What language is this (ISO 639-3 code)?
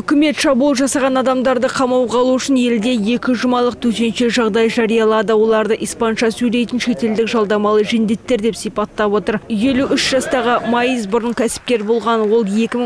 kaz